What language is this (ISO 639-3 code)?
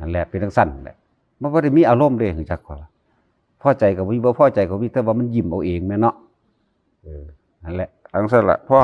tts